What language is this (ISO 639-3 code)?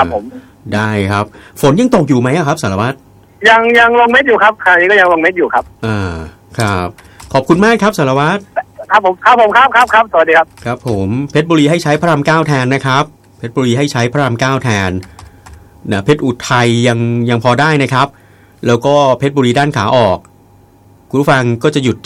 tha